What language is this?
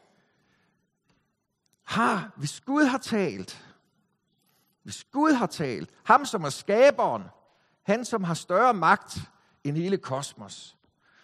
Danish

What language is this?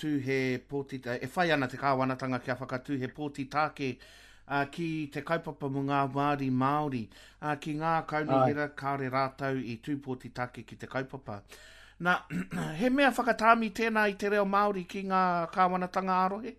Māori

